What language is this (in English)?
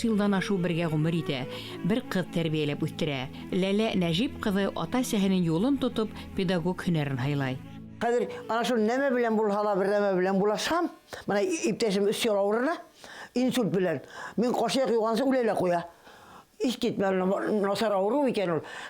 Bashkir